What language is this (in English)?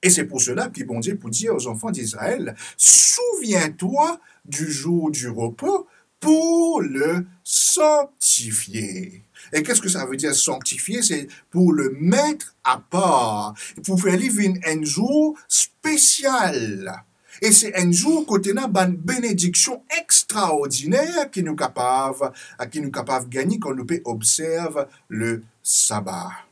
Morisyen